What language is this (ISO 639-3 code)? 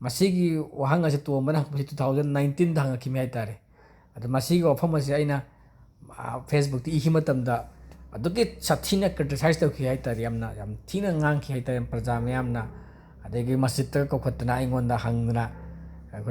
mni